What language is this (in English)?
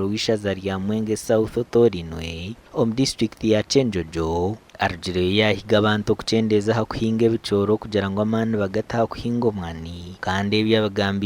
Nyankole